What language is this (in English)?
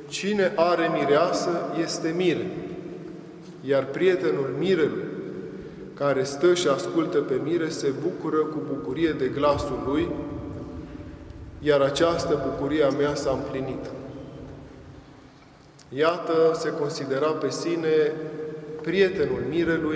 Romanian